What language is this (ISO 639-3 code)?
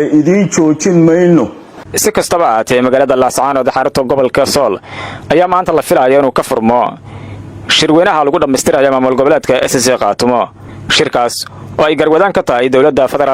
som